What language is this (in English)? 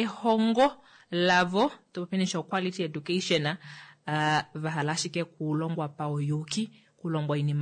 Kuanyama